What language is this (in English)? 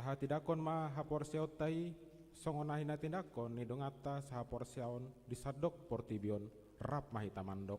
Batak Toba